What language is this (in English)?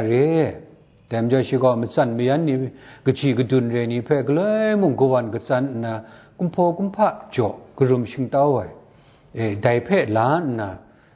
Kachin